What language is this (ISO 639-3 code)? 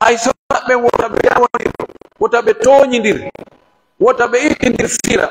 fuf